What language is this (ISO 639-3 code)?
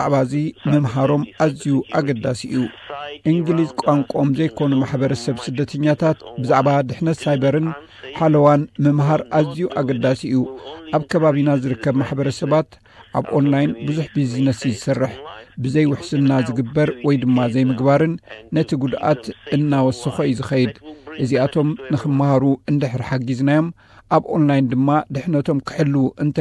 tir